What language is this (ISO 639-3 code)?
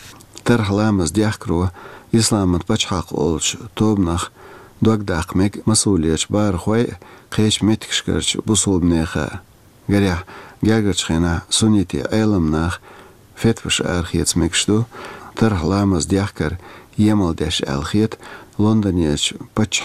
che